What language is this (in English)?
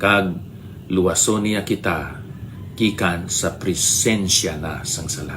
Hiligaynon